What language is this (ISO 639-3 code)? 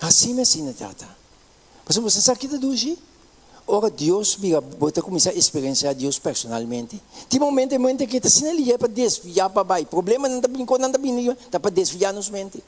pap